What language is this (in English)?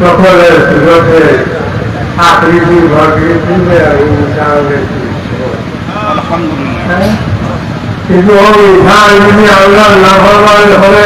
Sylheti